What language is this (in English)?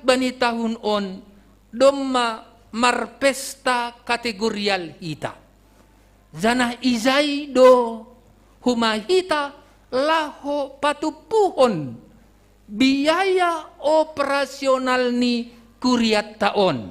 Batak Simalungun